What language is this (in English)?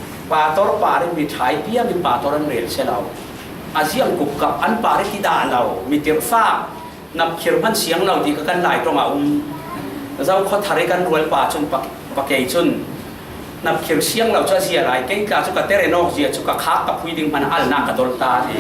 Falam Chin